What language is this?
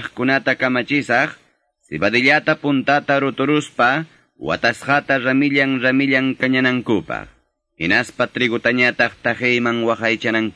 Quechua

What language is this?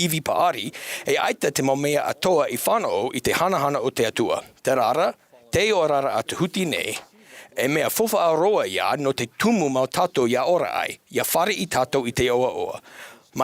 Tahitian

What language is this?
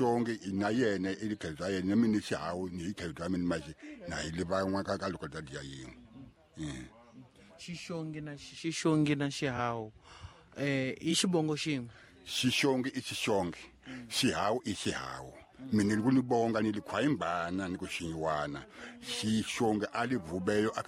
Tsonga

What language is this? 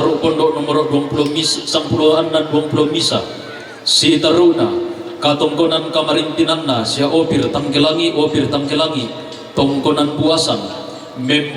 Toraja-Sa'dan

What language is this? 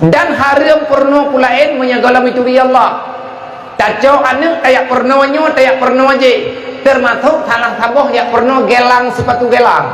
Achinese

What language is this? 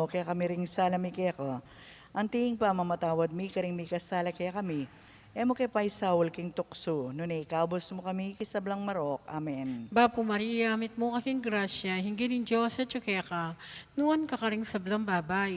Pampanga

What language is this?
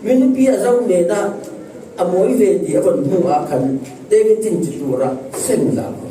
Falam Chin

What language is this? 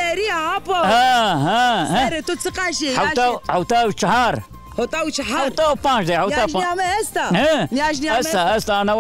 Zaza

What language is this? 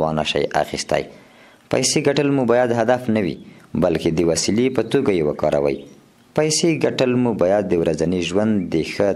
Pashto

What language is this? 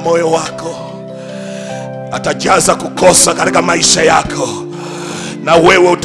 Swahili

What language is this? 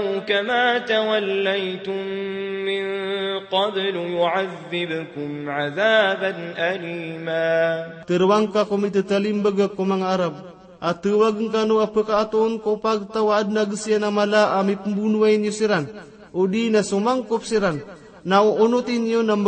Maranao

